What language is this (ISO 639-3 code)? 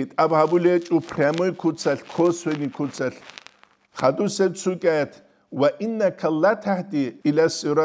ava